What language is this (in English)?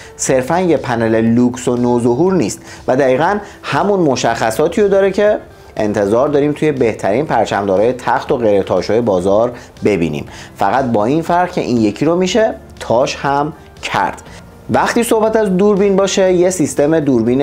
Persian